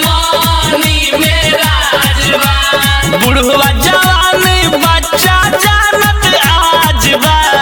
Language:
Bhojpuri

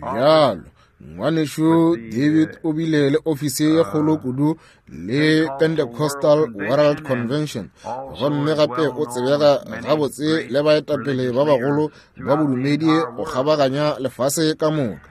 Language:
Northern Sotho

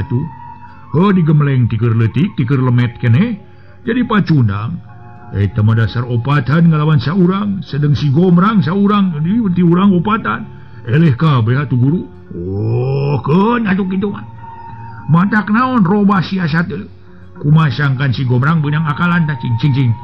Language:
Sundanese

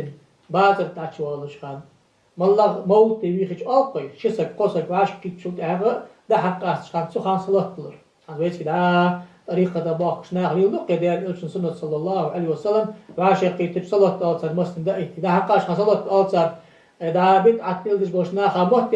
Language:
Ingush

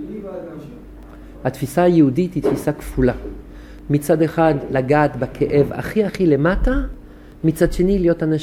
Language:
Hebrew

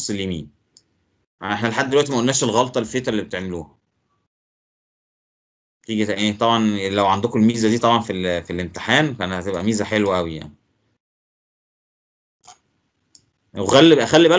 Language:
Egyptian Arabic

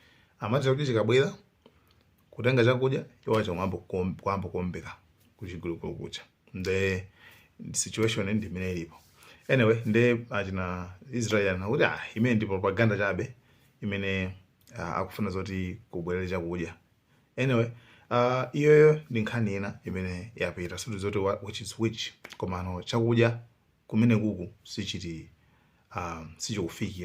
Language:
Nyanja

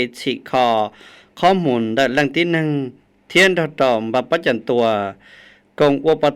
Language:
Hmong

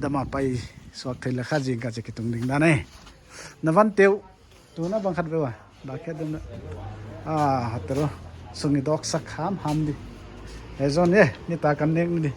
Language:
Paite Chin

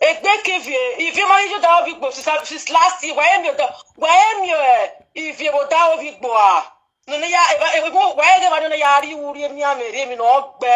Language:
Nigerian Pidgin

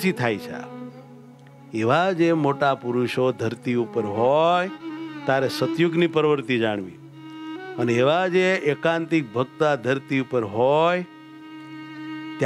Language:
Gujarati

